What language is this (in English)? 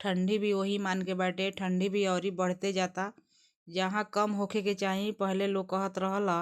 Bhojpuri